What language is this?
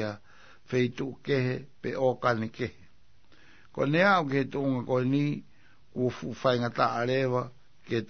Tongan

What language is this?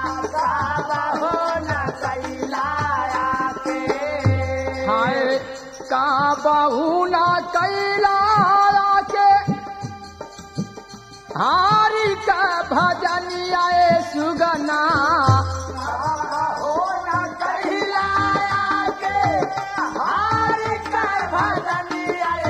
Bhojpuri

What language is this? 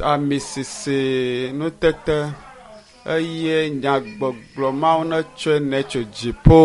Ewe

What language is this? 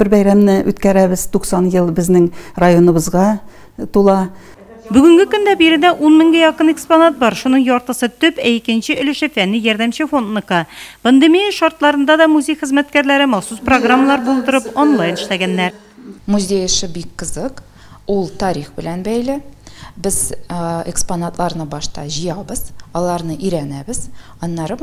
Tatar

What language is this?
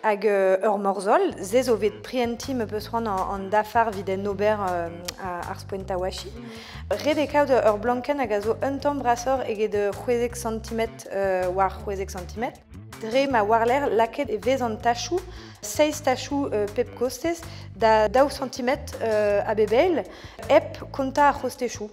Breton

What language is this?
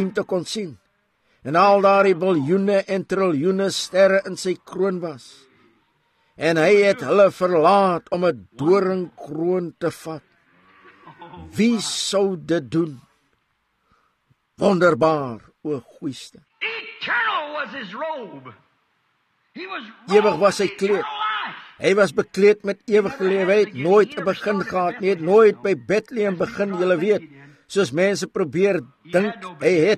Afrikaans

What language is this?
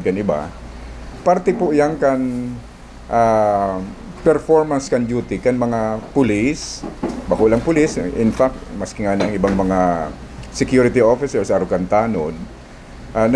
Bikol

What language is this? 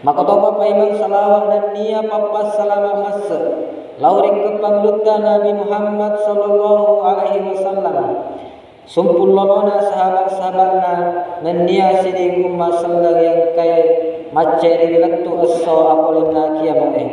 Buginese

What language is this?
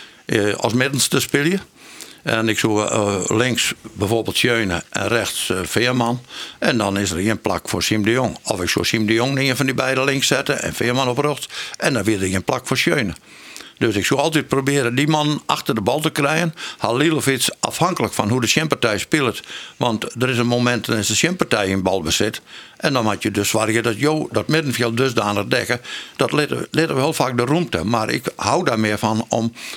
Western Frisian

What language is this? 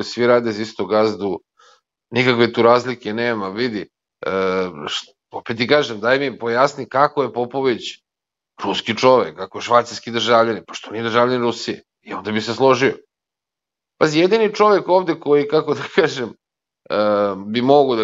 Serbian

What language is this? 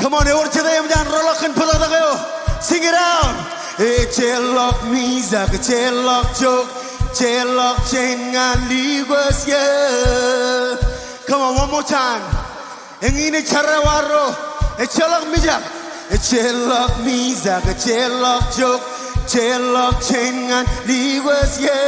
Marshallese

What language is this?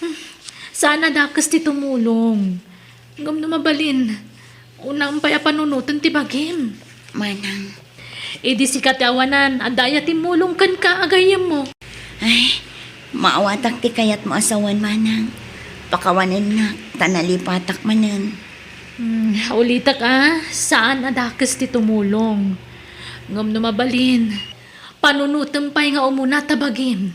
Iloko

